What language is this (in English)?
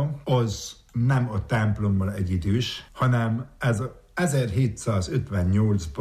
Hungarian